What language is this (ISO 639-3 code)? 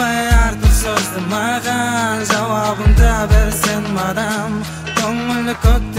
kaz